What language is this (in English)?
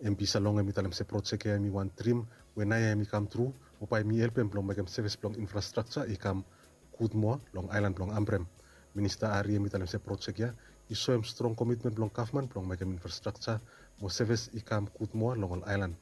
Bislama